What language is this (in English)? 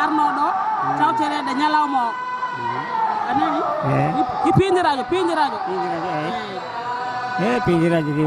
Fula